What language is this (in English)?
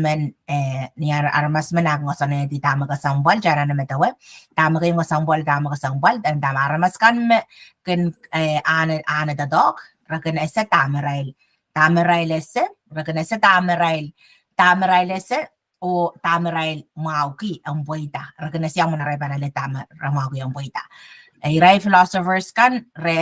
Pohnpeian